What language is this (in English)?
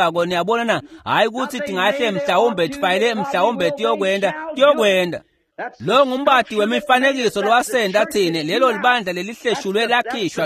Swati